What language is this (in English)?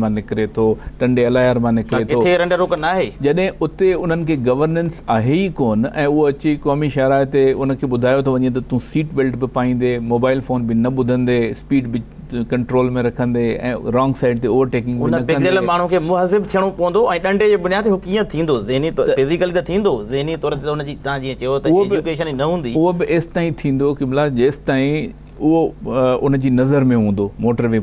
Sindhi